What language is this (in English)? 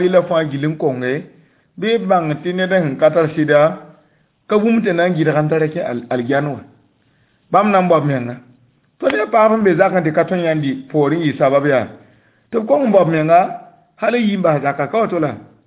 Mossi